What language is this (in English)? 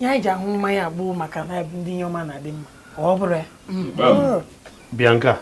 Igbo